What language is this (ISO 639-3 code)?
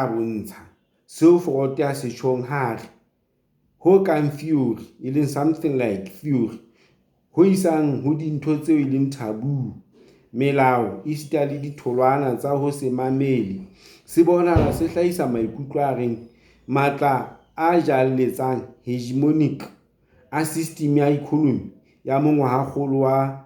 sot